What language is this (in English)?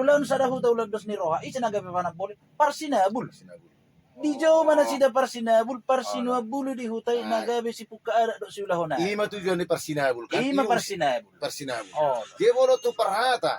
Batak Toba